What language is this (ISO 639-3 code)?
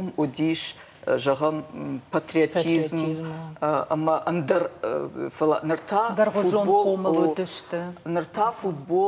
oss